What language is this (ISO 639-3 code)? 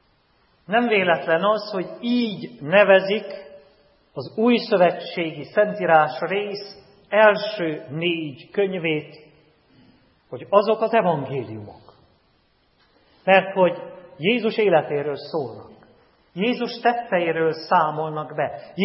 hun